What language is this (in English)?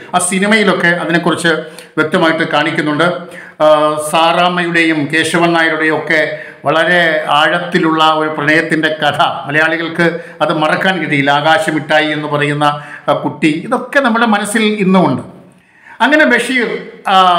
Malayalam